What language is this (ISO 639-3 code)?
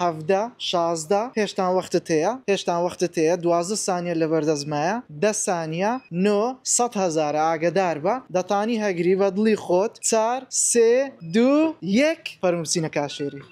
ckb